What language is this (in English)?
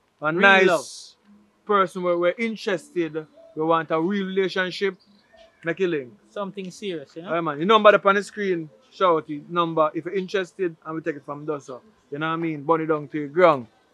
Jamaican Creole English